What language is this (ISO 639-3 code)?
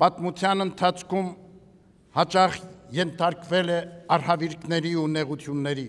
hye